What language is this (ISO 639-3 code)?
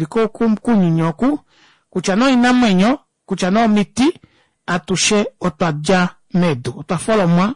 kua